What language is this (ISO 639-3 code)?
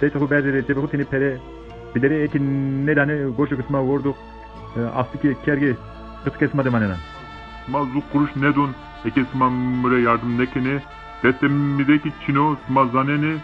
zza